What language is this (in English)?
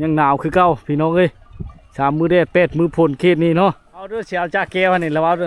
Lao